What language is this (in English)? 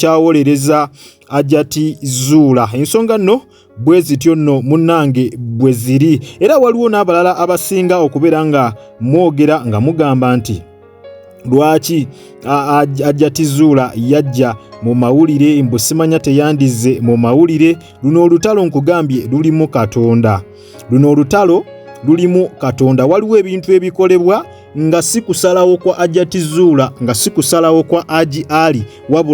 Ganda